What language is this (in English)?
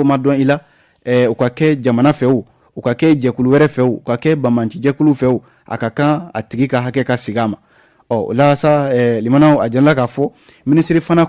Bambara